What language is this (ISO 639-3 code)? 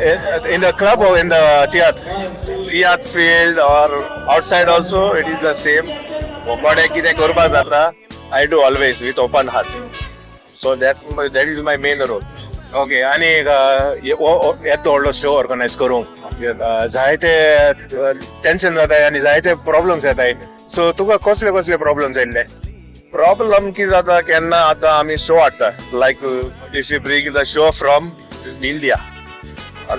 kok